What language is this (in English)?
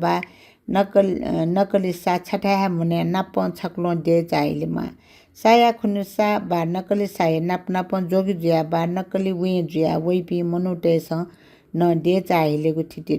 Newari